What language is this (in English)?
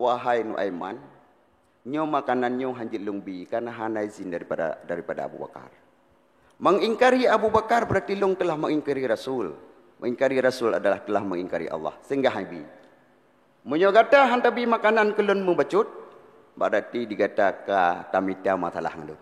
Achinese